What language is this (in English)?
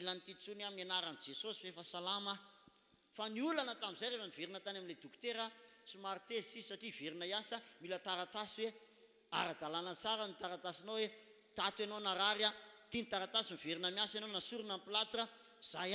Malagasy